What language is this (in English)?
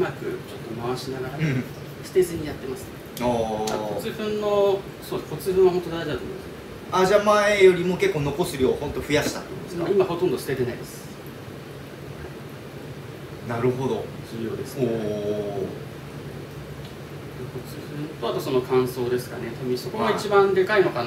Japanese